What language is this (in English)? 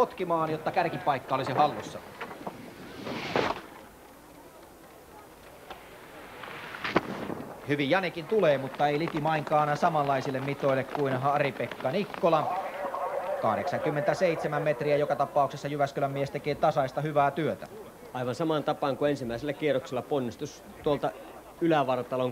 Finnish